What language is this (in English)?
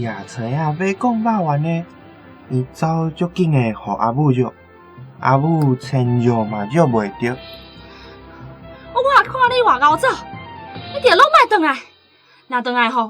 Min Nan Chinese